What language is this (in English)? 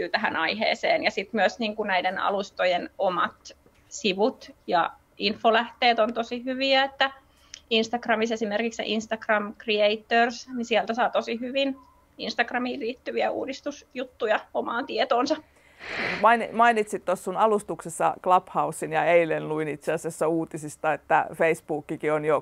Finnish